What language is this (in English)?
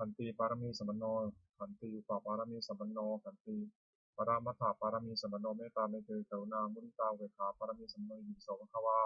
Pali